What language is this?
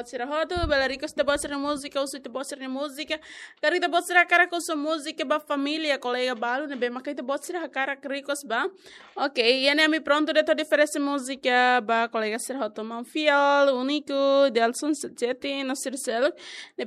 Tetum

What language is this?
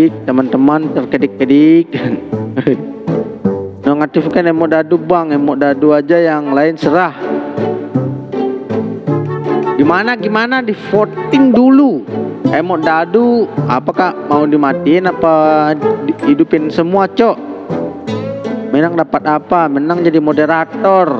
Indonesian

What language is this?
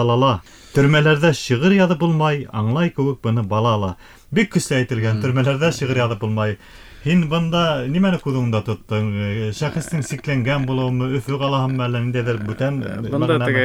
Bashkir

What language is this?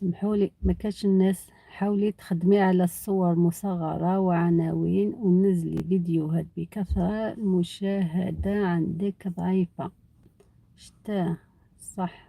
Algerian Arabic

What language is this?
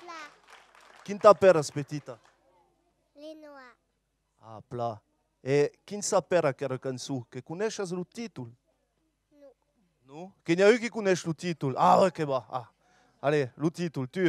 Occitan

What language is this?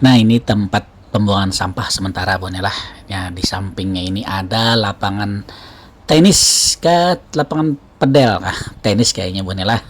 Banjar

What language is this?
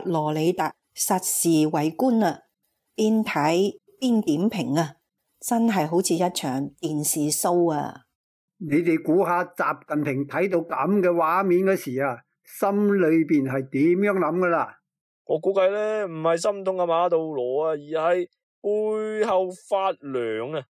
Cantonese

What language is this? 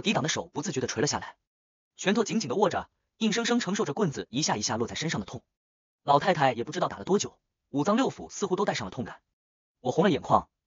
Chinese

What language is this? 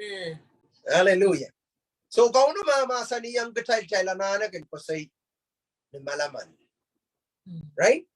Pohnpeian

